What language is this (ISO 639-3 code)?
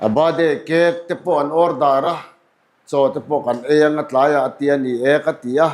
lus